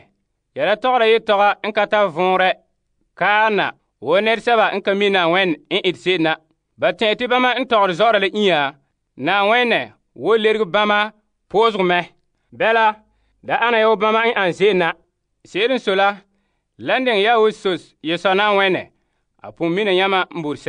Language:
Frafra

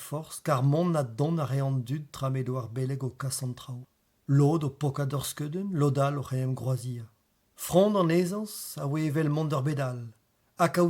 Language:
Breton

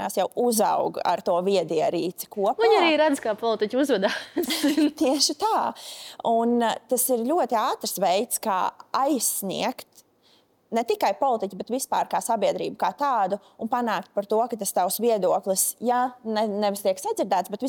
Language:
Latvian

